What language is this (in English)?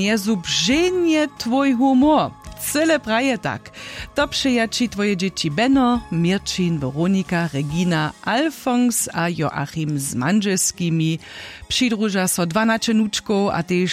Upper Sorbian